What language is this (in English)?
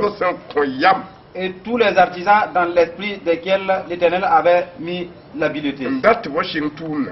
Mossi